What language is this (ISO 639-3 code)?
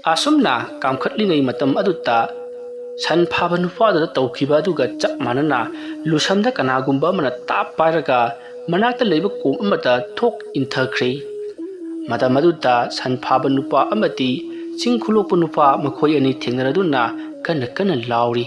mni